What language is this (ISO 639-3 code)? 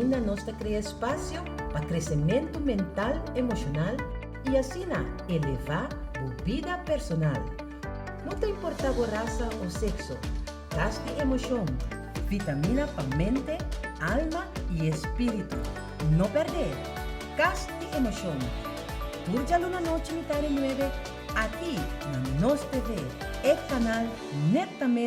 pap